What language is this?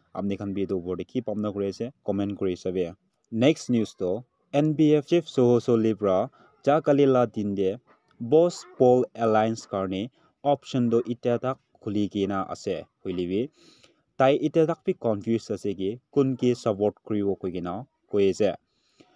Naga Pidgin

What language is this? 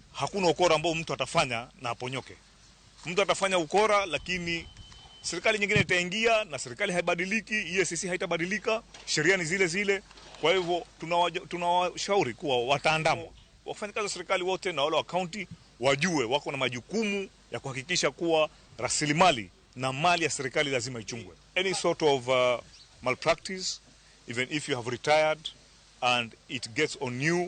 Luo (Kenya and Tanzania)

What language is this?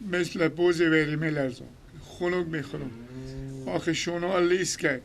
Persian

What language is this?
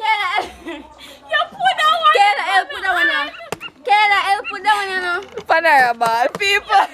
Jamaican Creole English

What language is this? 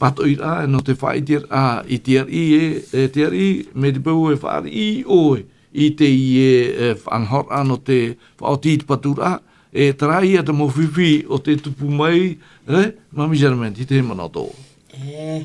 Tahitian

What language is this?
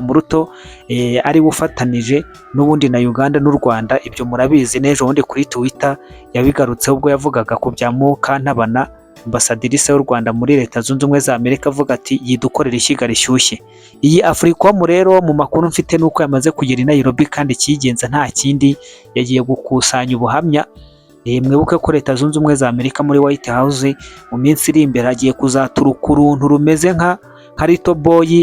Kinyarwanda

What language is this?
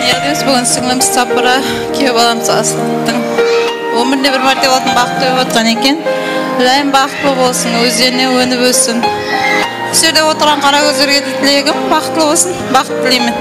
Kara-Kalpak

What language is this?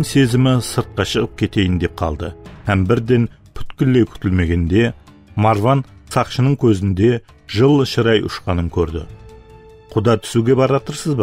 Kara-Kalpak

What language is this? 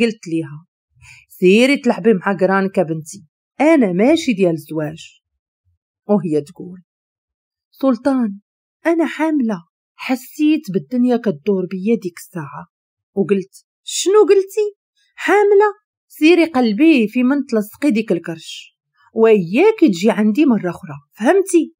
Moroccan Arabic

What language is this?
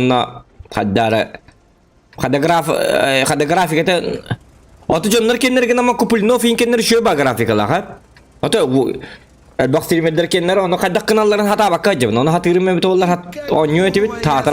Yakut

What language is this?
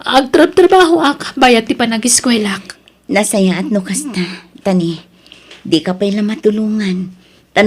Iloko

